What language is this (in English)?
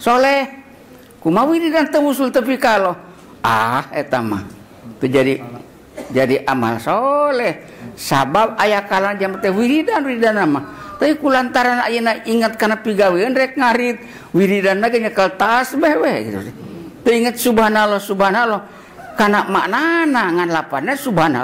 Sundanese